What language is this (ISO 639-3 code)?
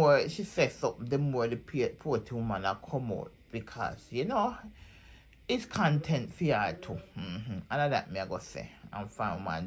jam